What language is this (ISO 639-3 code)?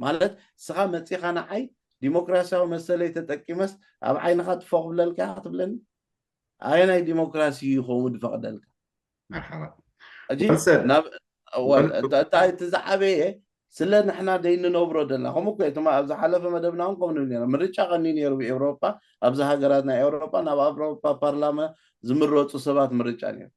tir